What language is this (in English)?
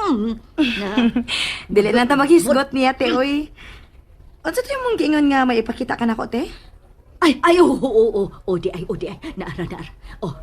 Cebuano